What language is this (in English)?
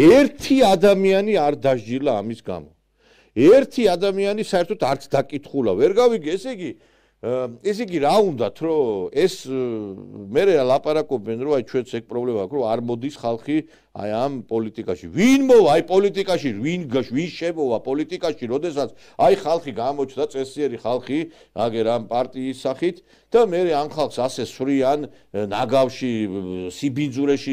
Georgian